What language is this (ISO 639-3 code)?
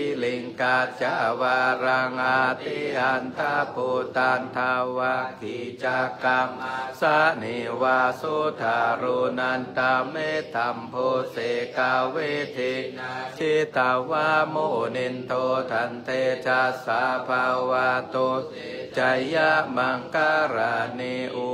pli